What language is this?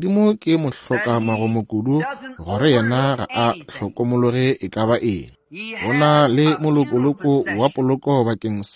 Northern Sotho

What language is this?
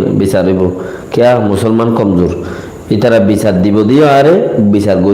Rohingya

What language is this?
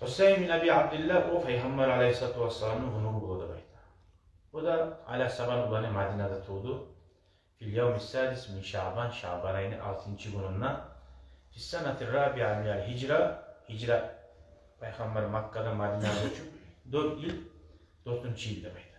Kumyk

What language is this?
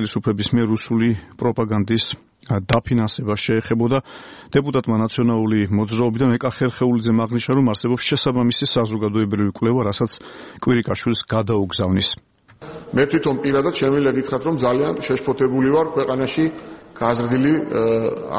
Georgian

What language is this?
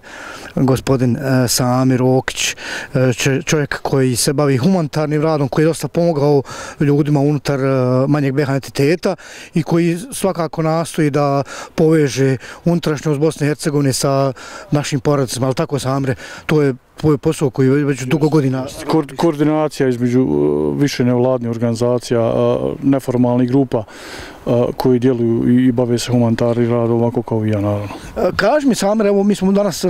Bosnian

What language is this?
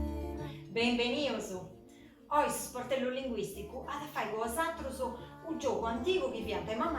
Sardinian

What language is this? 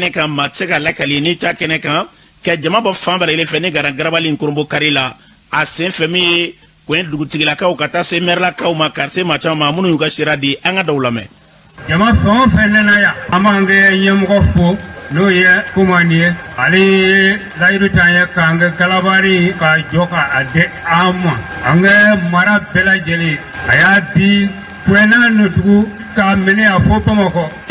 Bambara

